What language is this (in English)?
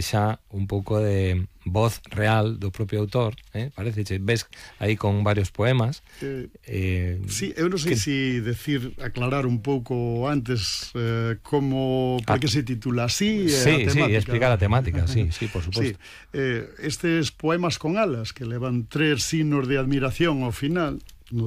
Galician